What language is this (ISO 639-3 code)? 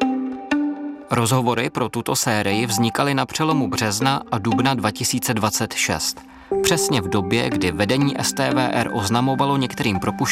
ces